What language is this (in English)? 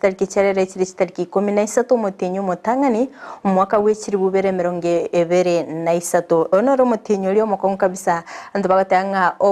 Gusii